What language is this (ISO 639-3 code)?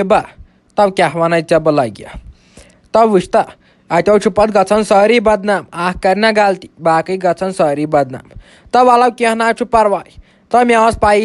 kas